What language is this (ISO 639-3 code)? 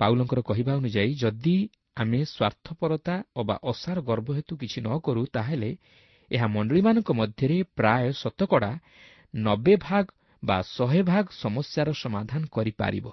ori